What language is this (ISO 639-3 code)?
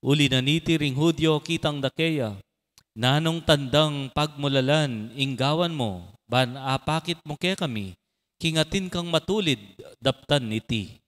pam